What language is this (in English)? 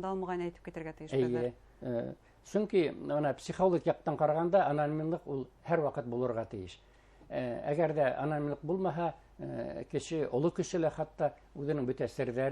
Bashkir